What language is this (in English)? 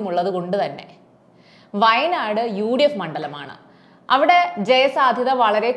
Malayalam